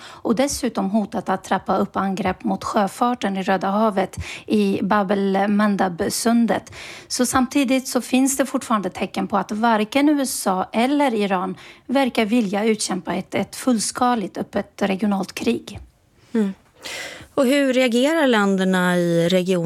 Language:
Swedish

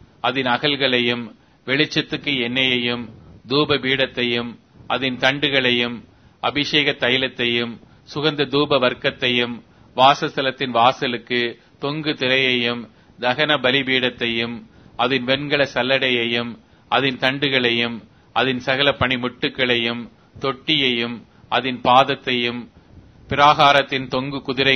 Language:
Tamil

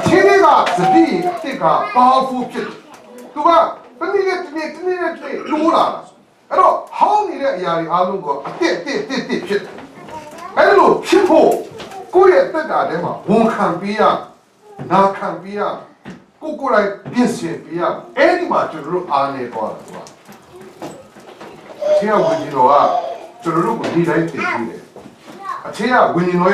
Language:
Burmese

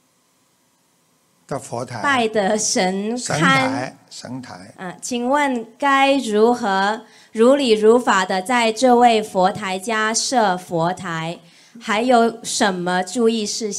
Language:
Chinese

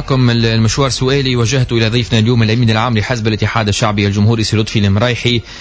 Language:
Tunisian Arabic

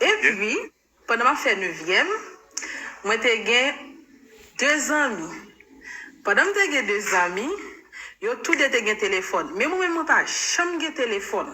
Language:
Haitian Creole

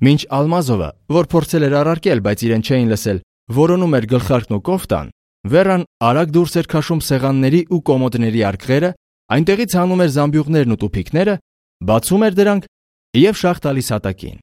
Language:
Armenian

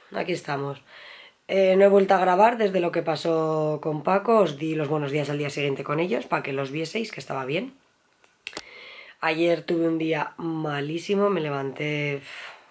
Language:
Spanish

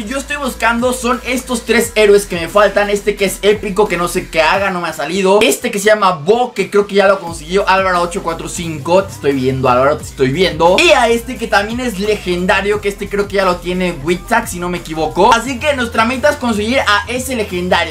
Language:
Spanish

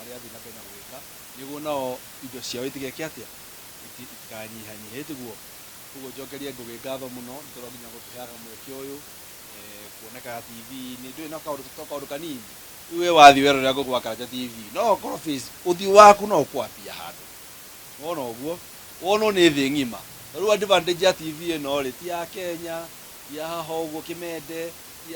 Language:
Kikuyu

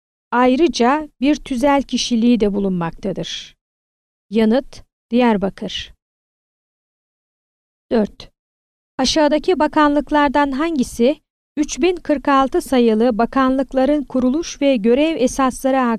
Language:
Turkish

